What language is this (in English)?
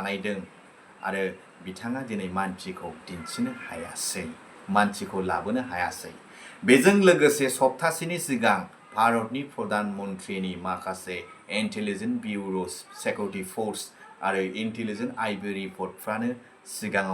Bodo